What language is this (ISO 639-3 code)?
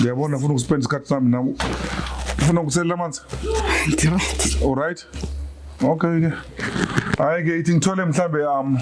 zul